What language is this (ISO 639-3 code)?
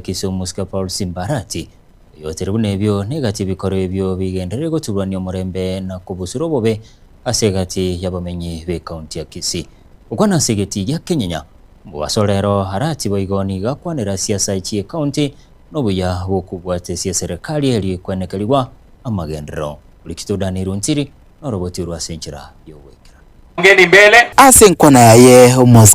guz